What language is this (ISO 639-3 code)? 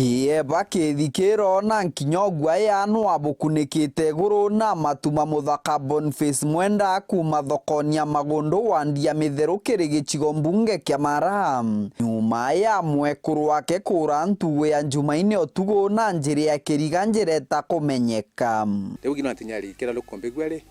mer